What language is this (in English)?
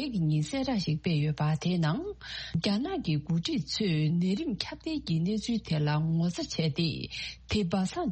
Tibetan